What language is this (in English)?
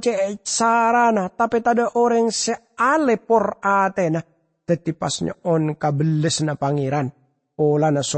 Madurese